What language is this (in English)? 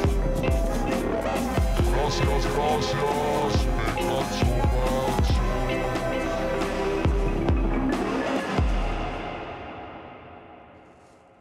Spanish